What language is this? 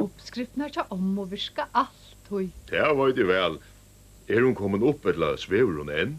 Faroese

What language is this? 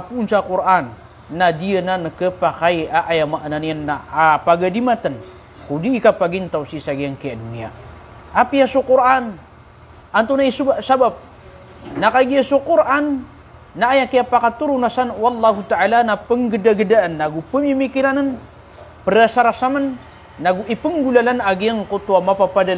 Maranao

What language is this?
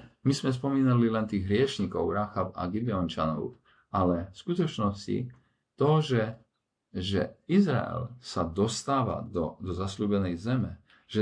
Slovak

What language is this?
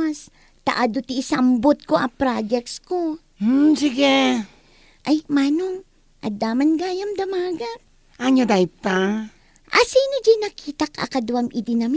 Iloko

